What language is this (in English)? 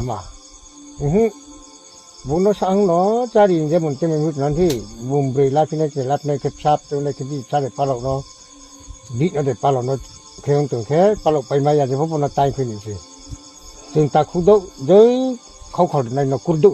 Riang (India)